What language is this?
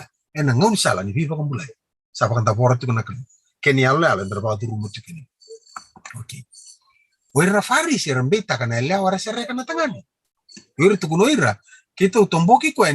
Fijian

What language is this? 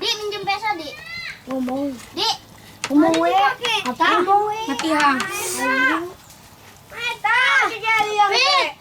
Betawi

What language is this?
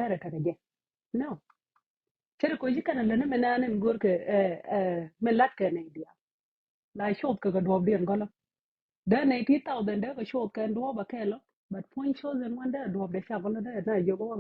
Nuer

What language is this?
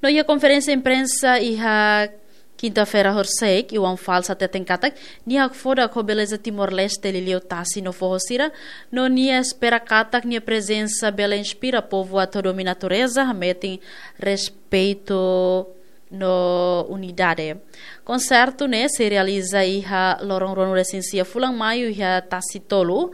Tetum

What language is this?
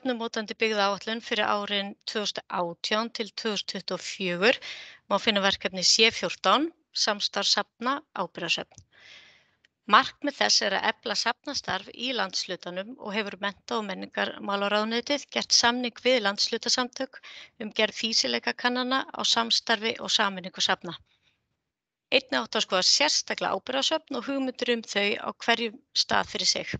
Icelandic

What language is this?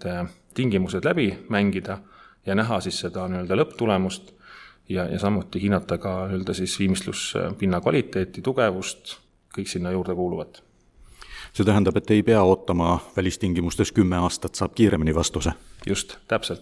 Estonian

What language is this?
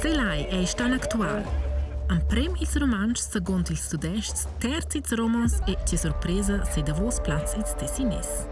Romansh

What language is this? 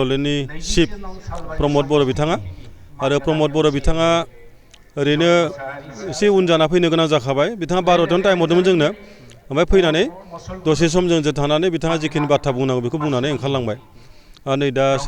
Bodo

